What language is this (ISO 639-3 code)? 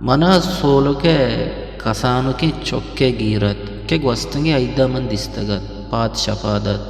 bgp